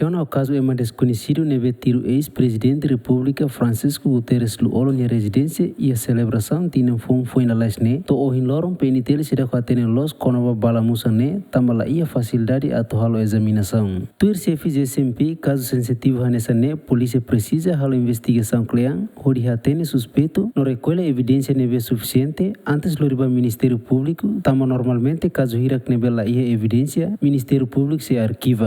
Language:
Tetum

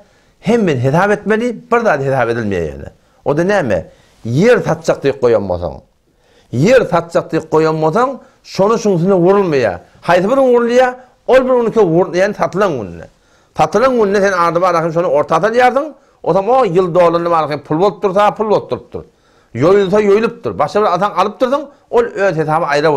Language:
Turkmen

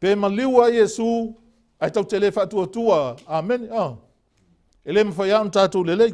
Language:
Samoan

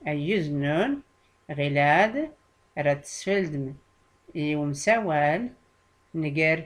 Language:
Tachelhit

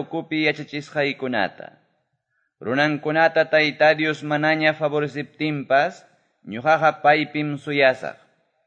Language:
Quechua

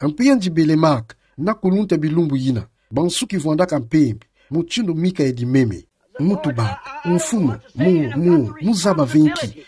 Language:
Kituba (Democratic Republic of Congo)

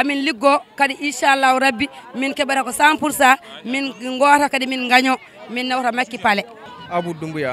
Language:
Fula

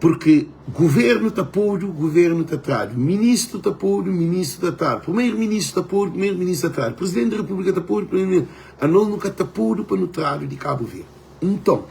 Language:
Kabuverdianu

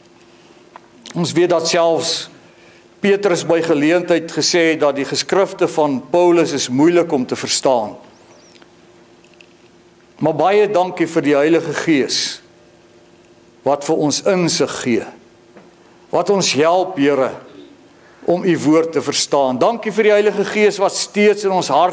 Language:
Afrikaans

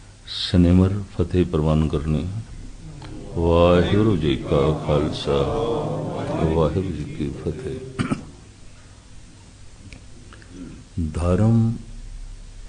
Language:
Punjabi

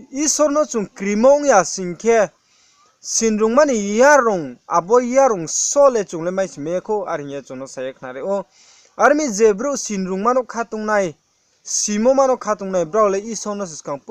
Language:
Riang (India)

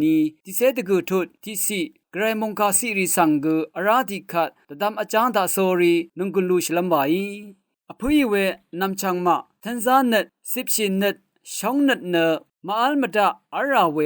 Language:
Rawang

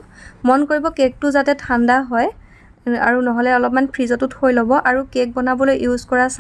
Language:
Assamese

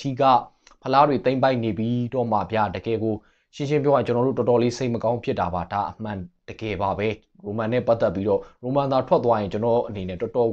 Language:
Burmese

